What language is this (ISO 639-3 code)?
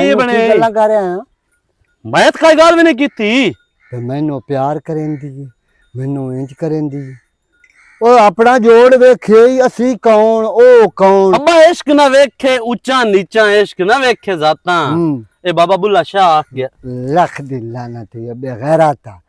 lah